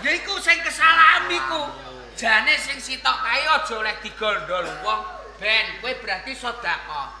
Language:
Javanese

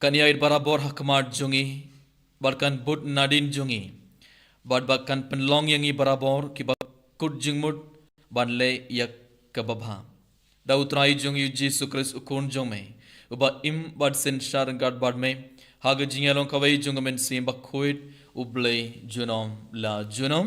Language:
Khasi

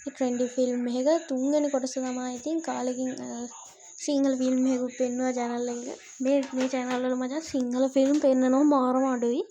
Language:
Sinhala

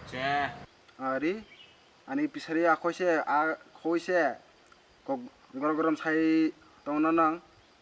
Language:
Kok Borok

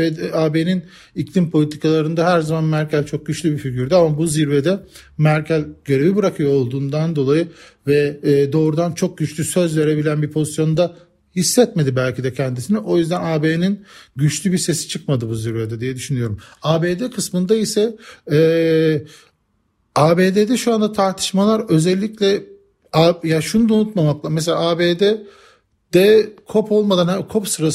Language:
Turkish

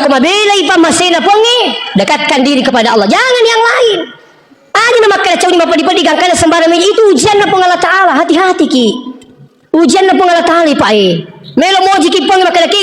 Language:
Buginese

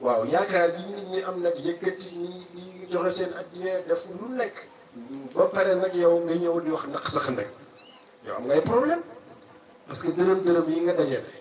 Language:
Wolof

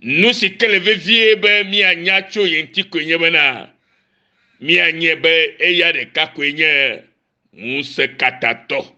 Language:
Ewe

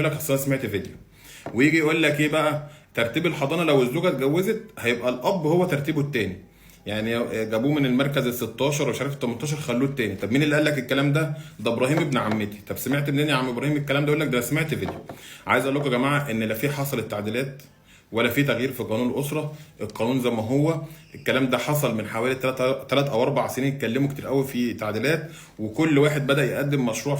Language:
Egyptian Arabic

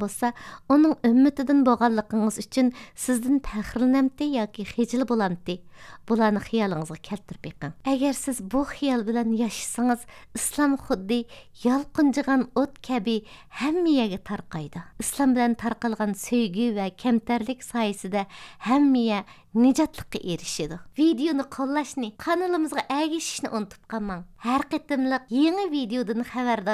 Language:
Uyghur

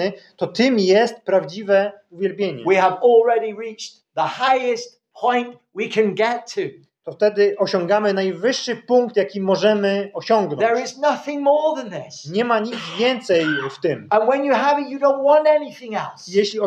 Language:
Polish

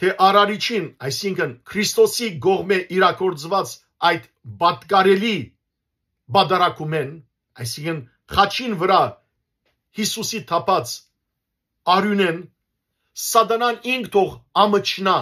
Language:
Western Armenian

